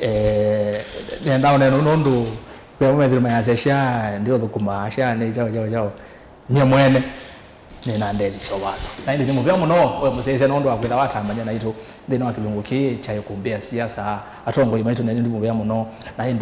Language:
Kamba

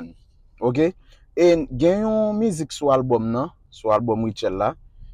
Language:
Haitian Creole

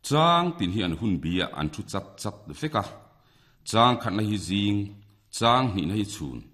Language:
Mizo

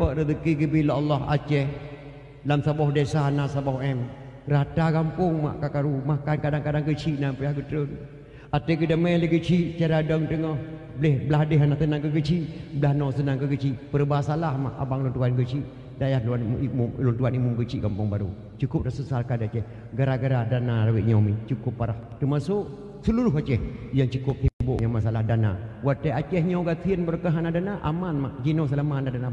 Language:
Achinese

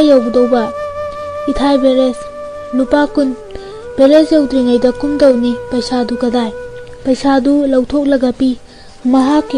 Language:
Manipuri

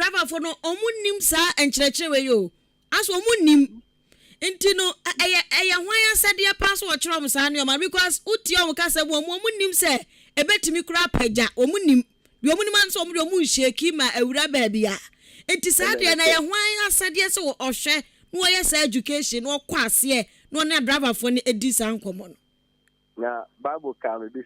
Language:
Akan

